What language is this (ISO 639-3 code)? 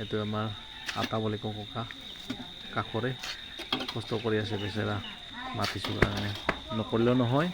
asm